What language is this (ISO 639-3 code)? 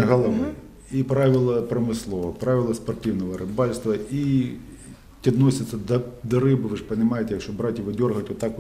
ukr